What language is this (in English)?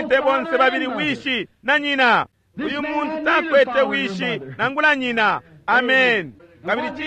Bemba